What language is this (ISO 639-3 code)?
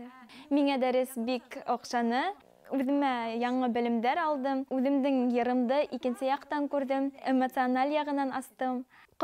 bak